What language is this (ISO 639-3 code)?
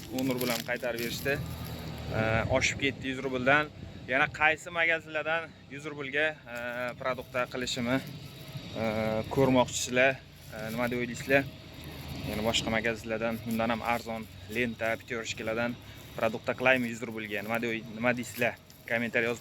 uzb